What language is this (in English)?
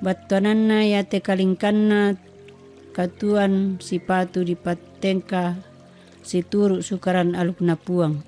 Toraja-Sa'dan